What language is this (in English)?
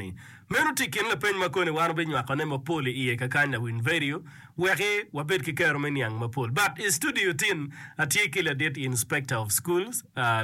Acoli